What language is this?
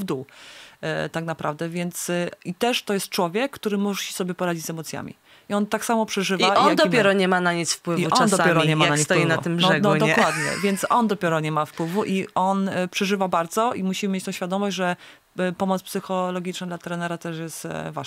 Polish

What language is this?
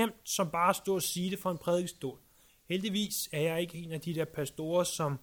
Danish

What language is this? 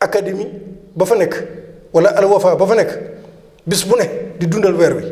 Wolof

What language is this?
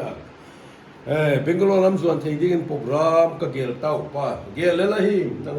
Paite Chin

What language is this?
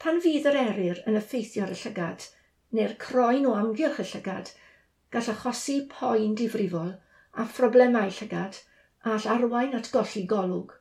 Welsh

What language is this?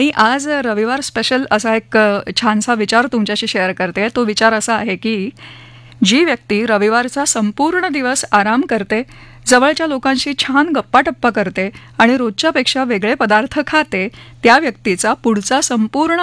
Marathi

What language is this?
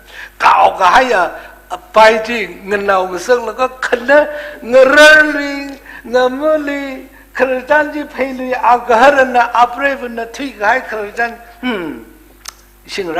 Tangkhul Naga (India)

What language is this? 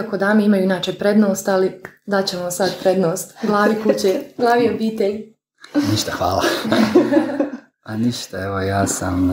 Croatian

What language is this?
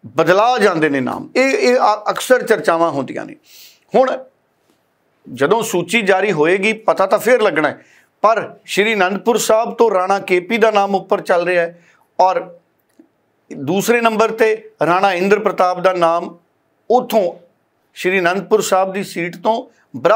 Punjabi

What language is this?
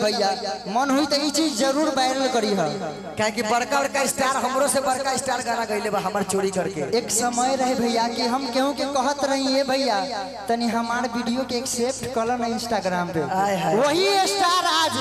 Magahi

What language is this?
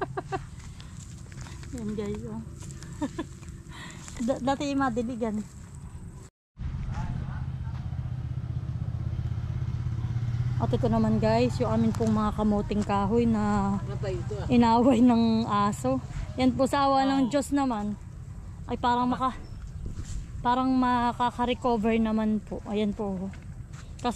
Filipino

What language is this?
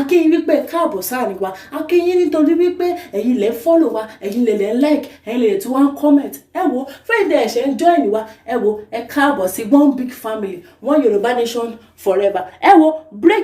Yoruba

